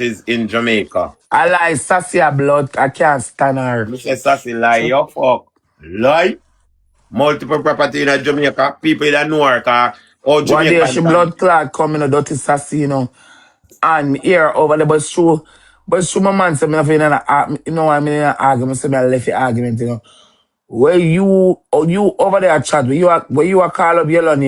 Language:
Jamaican Creole English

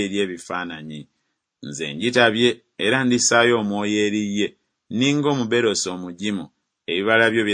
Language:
Ganda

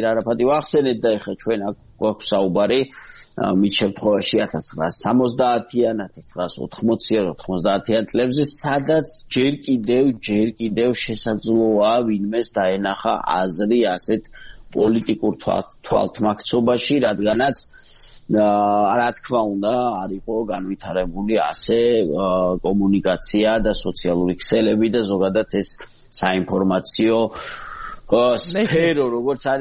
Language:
Georgian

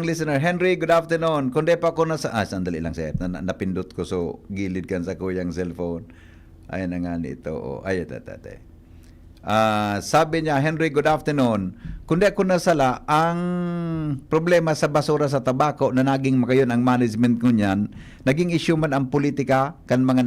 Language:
Bikol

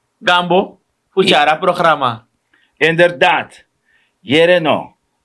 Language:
Sranan Tongo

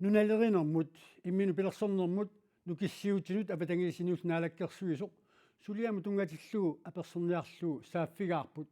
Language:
Kalaallisut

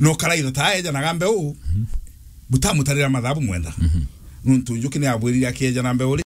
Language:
Meru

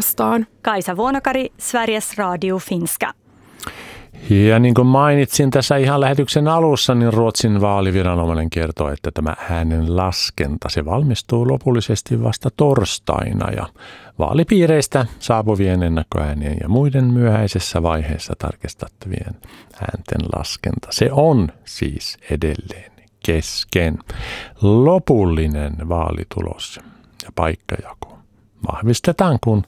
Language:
Finnish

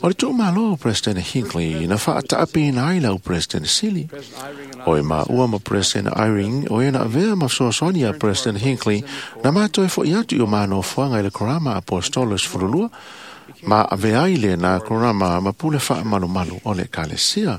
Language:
Samoan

